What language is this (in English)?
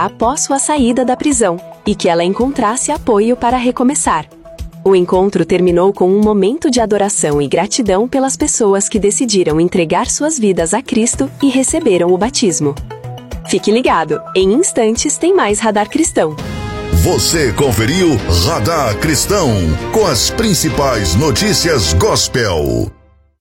Portuguese